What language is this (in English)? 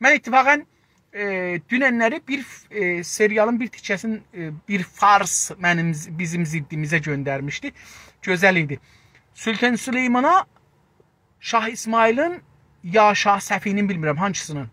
South Azerbaijani